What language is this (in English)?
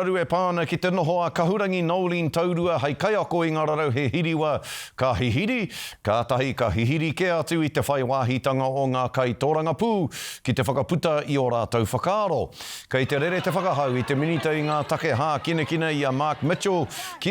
Māori